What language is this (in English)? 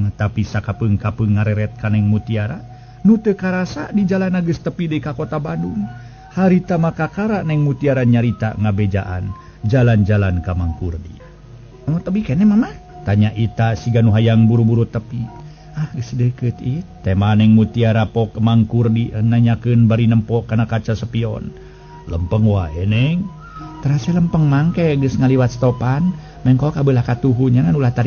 Sundanese